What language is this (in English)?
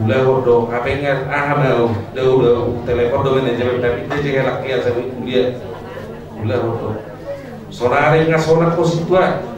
Batak Toba